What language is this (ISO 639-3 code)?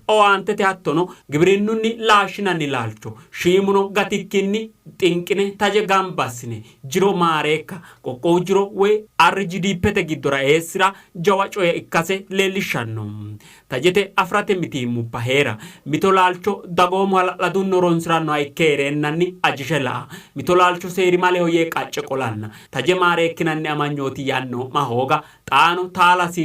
sid